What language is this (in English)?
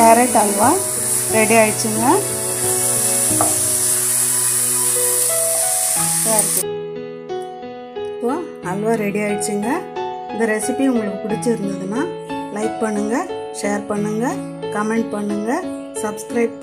Tamil